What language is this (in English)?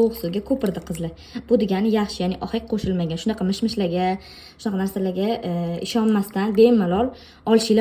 Uzbek